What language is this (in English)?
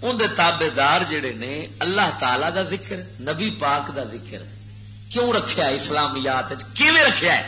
Western Panjabi